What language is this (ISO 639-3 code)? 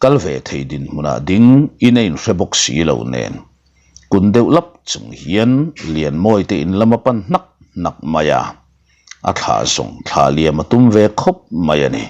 lus